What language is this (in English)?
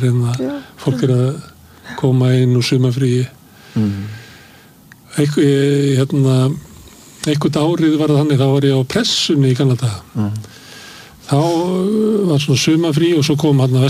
Icelandic